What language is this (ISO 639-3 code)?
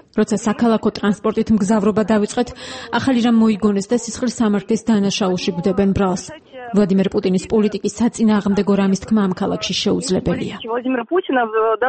kat